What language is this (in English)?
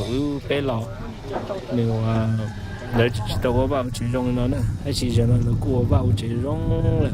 Hmong